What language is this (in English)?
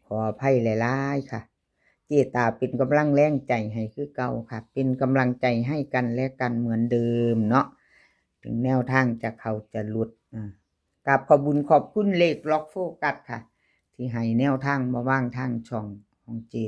Lao